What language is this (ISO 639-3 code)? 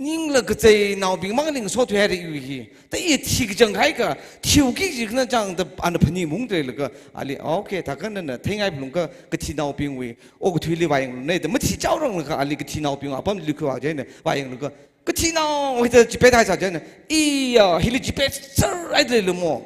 nmf